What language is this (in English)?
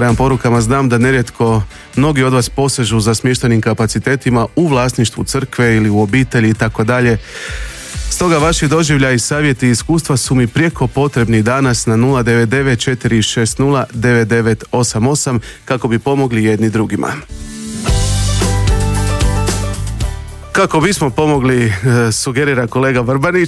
Croatian